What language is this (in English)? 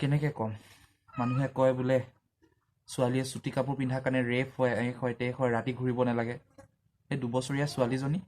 Assamese